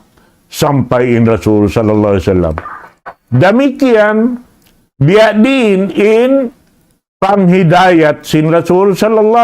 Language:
Tausug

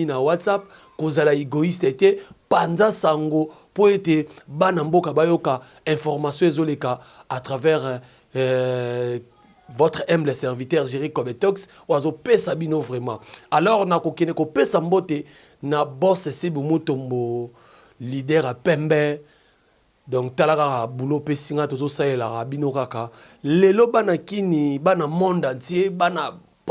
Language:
Lingala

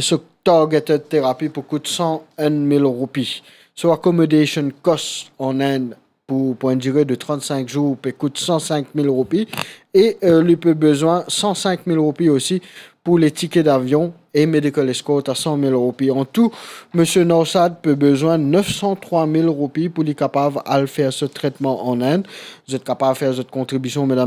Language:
Morisyen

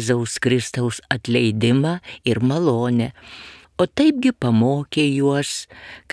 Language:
Lithuanian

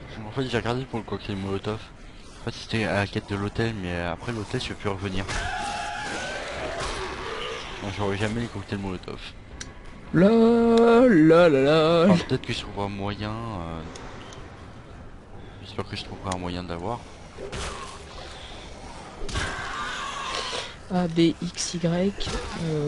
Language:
French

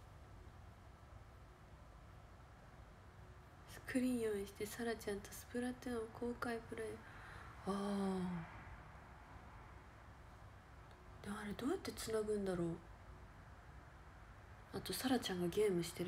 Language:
Japanese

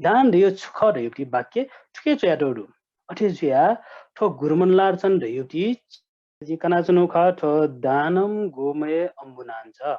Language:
Newari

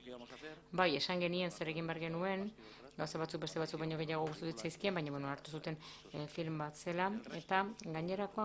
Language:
Basque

